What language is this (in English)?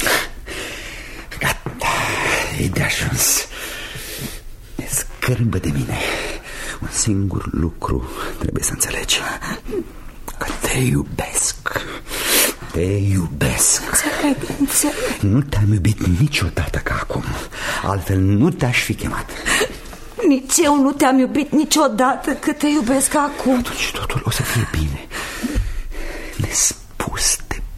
Romanian